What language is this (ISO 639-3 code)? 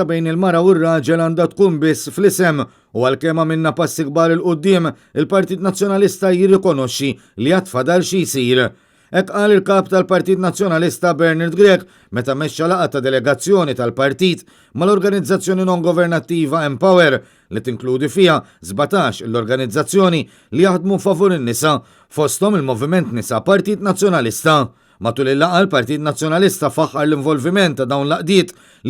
mlt